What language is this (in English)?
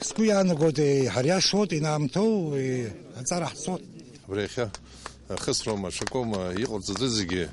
Abkhazian